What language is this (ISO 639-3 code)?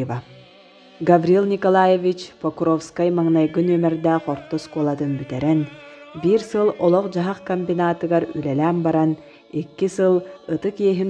sah